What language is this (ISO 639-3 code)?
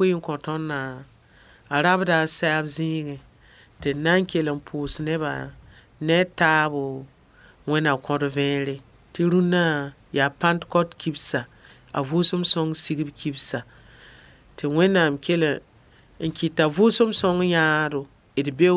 mos